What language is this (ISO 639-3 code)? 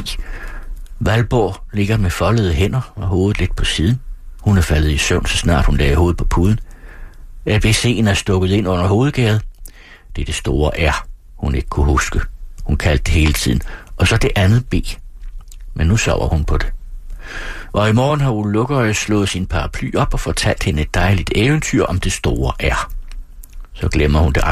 dan